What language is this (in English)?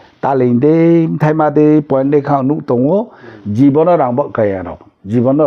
Riang (India)